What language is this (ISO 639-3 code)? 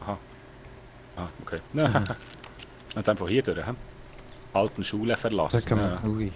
gsw